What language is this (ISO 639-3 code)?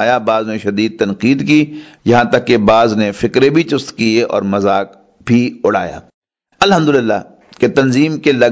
urd